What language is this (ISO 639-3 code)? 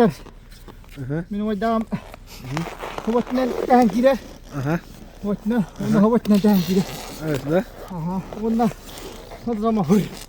sah